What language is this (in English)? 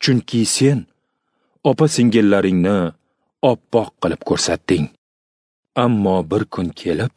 Uzbek